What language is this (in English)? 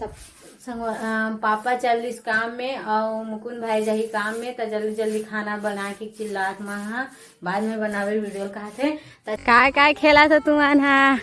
Chhattisgarhi